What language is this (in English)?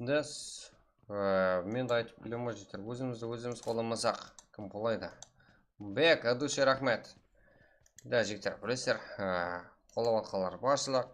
Kara-Kalpak